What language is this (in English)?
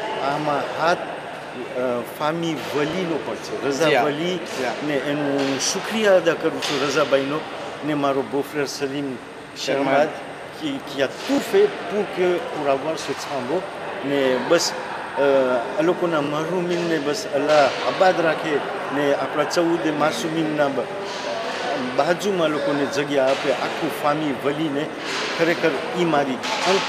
Gujarati